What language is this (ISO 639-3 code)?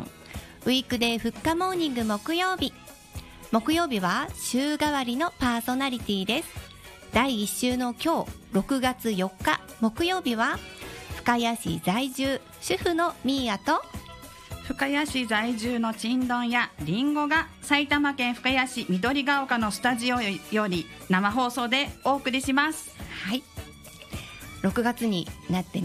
jpn